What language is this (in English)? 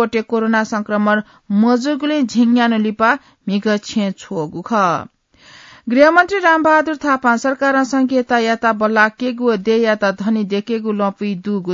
Newari